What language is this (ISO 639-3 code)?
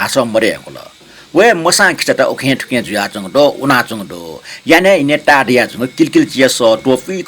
new